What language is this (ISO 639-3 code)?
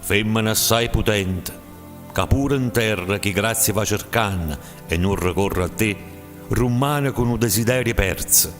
nap